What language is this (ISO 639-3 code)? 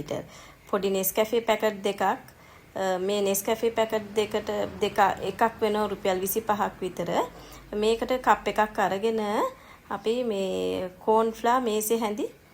sin